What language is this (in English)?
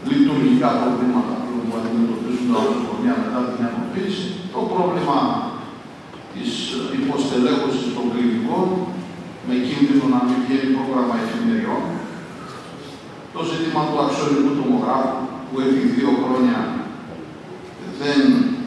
Greek